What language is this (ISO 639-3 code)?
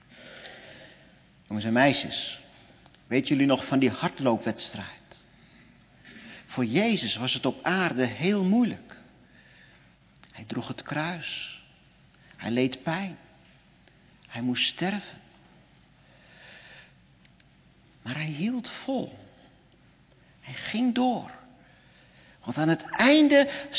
nld